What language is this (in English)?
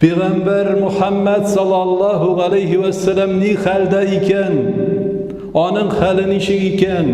Tatar